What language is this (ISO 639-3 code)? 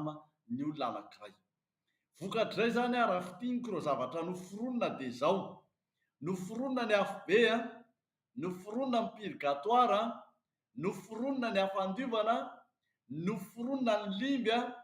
mlg